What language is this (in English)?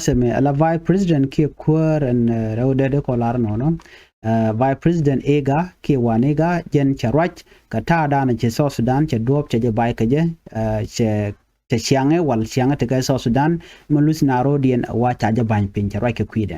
Nuer